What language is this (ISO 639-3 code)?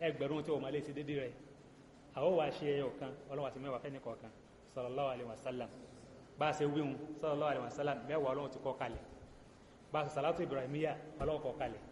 yor